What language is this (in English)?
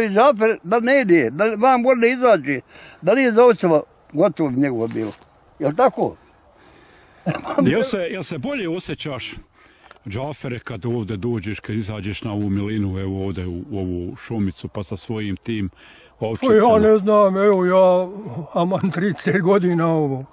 Bosnian